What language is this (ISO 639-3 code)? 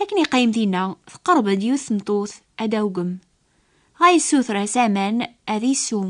kab